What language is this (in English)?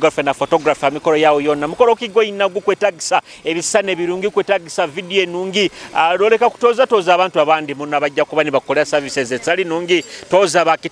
Nyoro